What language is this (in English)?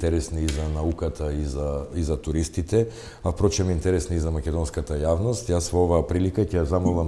Macedonian